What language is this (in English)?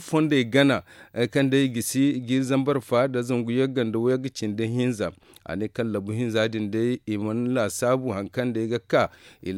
Zarma